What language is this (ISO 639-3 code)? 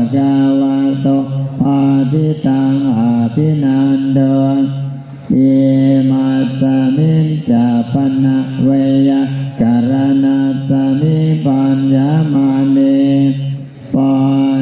pli